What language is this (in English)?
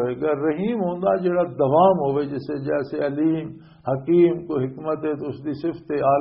Western Panjabi